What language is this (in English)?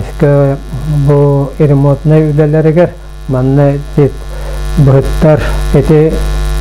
Yakut